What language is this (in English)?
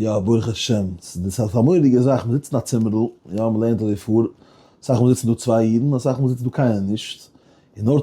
Yiddish